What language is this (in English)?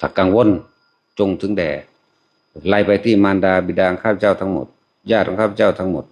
Northeastern Thai